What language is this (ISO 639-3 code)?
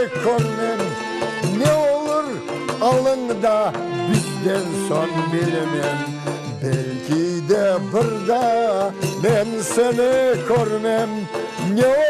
crh